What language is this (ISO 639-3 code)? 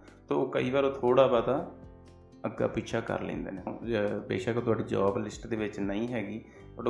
pan